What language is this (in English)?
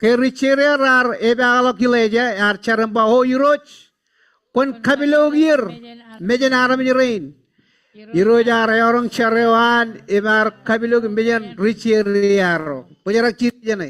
Marshallese